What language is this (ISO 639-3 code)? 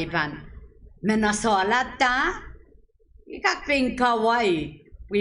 pon